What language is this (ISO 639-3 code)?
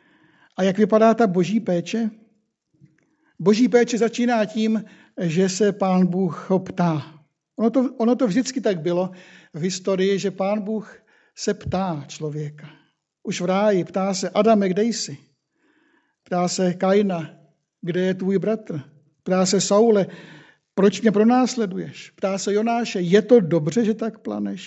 ces